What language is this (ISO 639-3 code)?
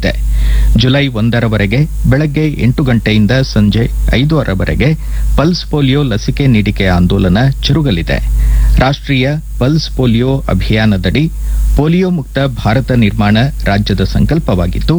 kan